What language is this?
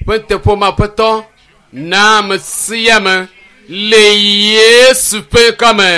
Ewe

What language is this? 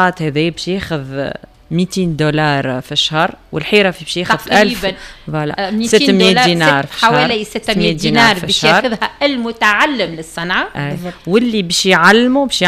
Tunisian Arabic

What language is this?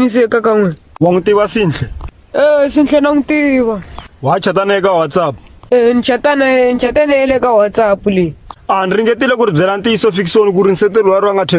Tsonga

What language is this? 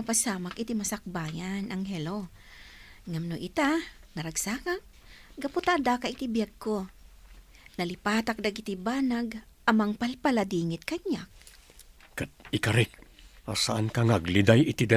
Iloko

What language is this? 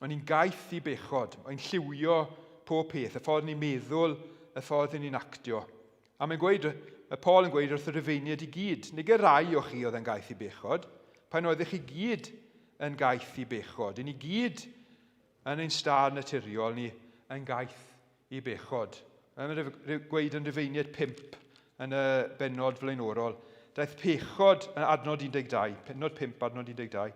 Welsh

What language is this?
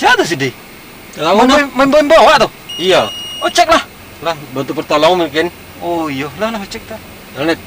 Minangkabau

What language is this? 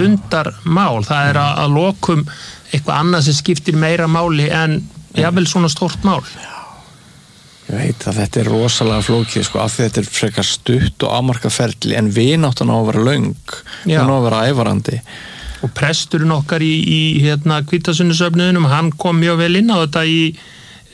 Icelandic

